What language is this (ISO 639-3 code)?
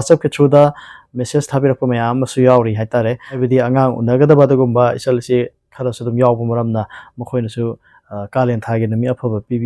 mni